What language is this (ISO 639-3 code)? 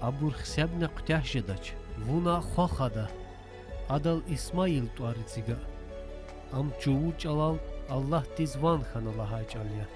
lez